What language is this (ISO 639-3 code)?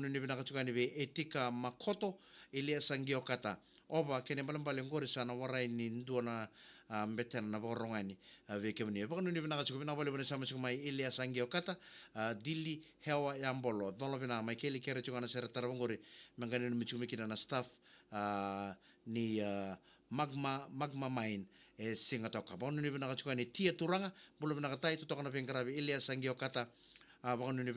fij